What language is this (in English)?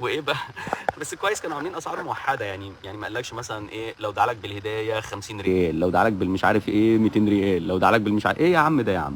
Egyptian Arabic